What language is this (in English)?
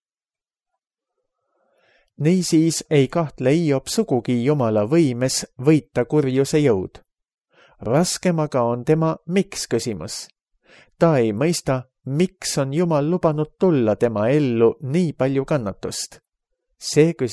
Estonian